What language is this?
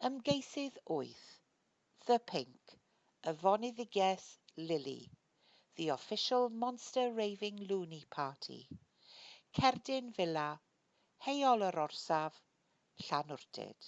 Welsh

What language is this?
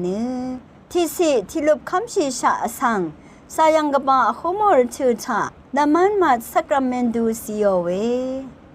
Rawang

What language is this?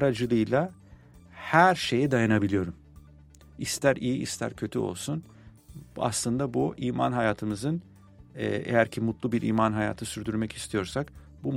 Turkish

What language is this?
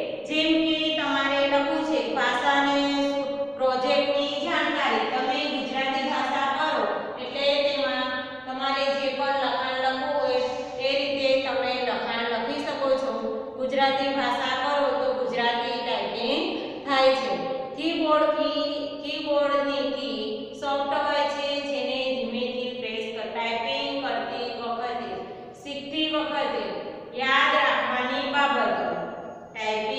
Gujarati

